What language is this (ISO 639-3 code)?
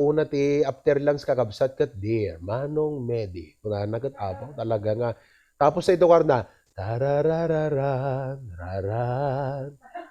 ilo